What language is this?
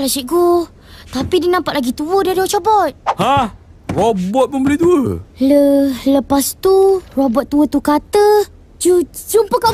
Malay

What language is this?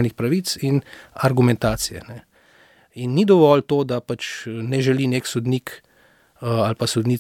Slovenian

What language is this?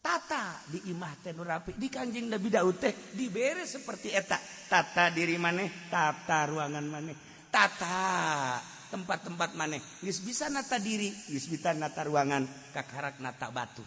Sundanese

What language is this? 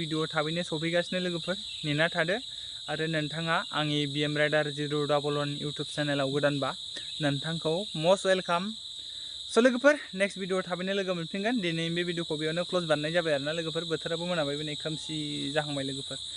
Bodo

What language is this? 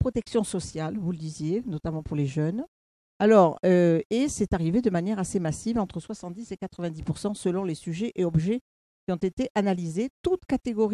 French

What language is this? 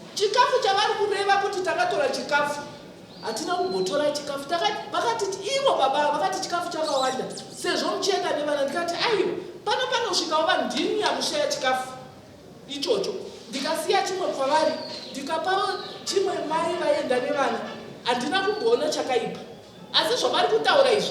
Shona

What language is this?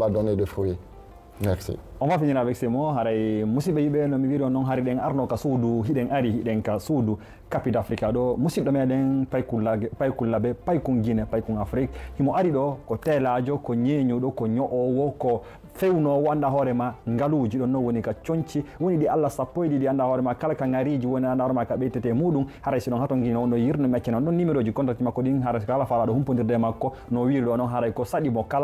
Fula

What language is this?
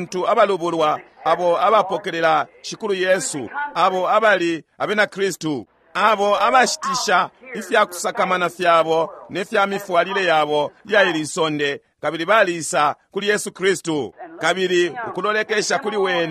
Bemba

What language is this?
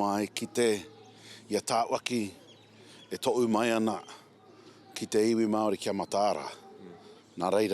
Māori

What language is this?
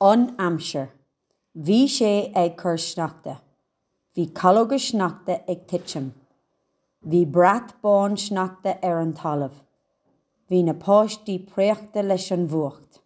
Irish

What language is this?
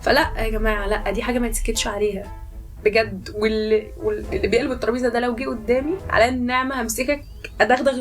Egyptian Arabic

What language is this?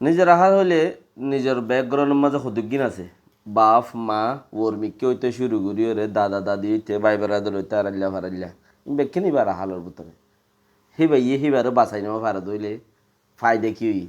Rohingya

